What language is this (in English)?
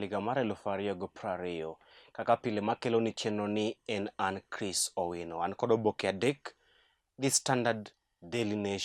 Luo (Kenya and Tanzania)